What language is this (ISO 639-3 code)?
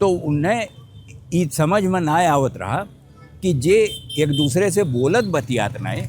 awa